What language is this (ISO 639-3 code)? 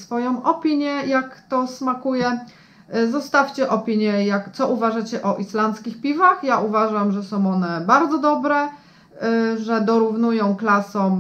pol